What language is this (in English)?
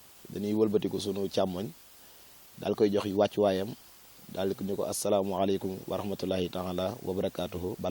Wolof